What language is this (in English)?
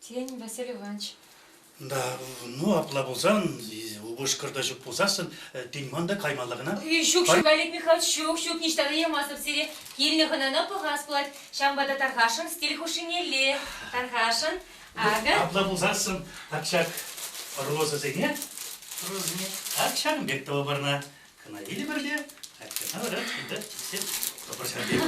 Chuvash